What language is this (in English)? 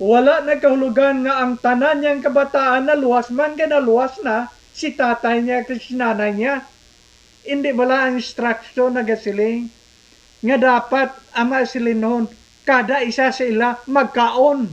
Hiligaynon